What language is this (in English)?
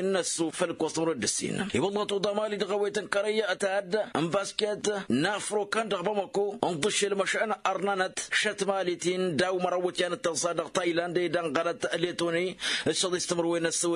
Tamasheq